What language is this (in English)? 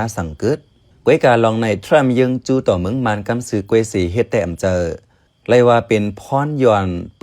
Shan